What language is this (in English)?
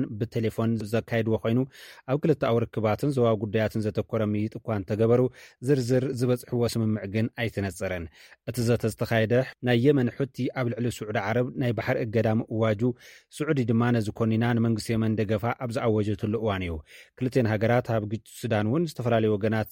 Tigrinya